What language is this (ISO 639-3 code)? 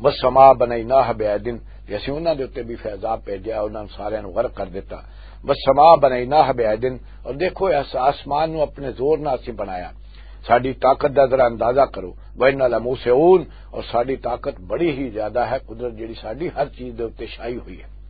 lah